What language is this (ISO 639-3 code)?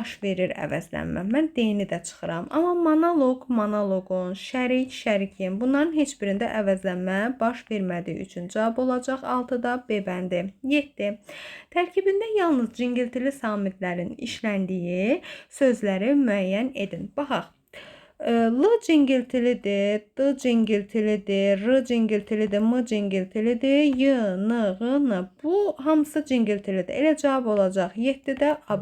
aze